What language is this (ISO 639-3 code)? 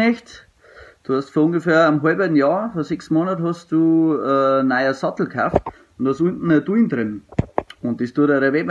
bar